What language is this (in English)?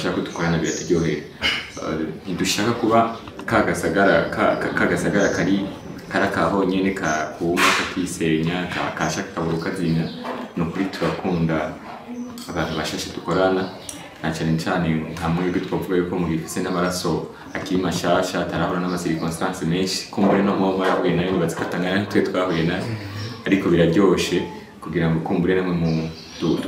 Rundi